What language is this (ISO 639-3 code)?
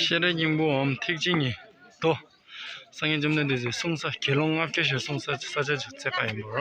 bod